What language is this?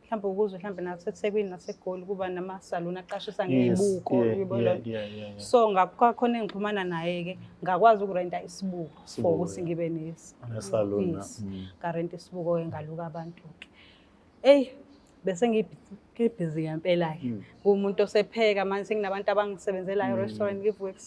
Zulu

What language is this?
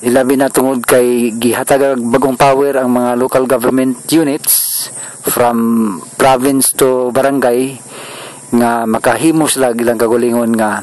Cebuano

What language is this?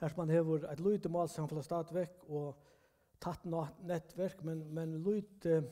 Faroese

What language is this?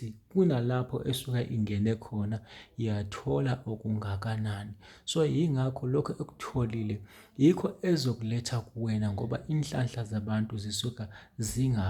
Zulu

